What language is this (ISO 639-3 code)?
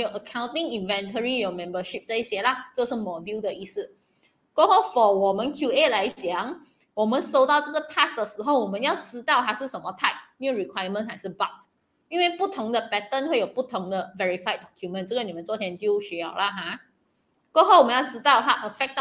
zho